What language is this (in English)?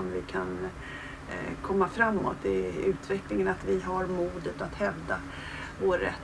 Swedish